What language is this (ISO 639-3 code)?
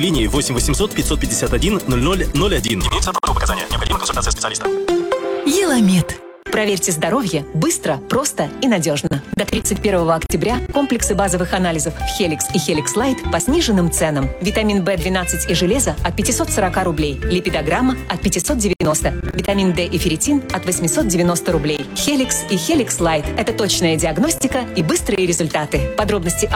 rus